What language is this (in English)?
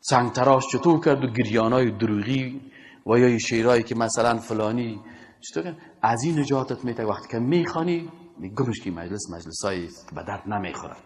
Persian